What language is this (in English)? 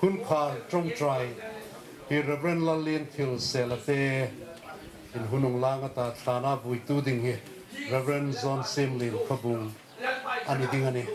Hmar